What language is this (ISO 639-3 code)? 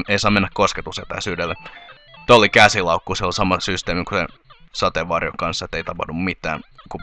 fin